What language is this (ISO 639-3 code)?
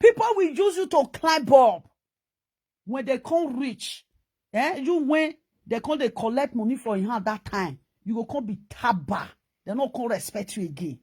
pcm